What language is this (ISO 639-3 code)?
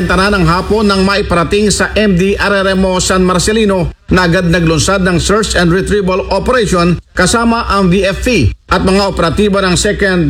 fil